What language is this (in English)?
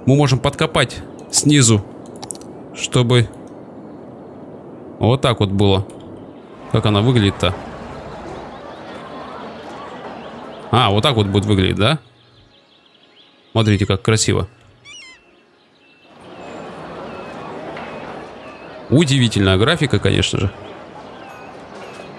Russian